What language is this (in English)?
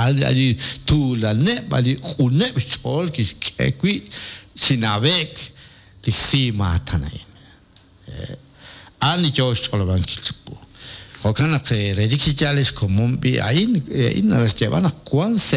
Kekchí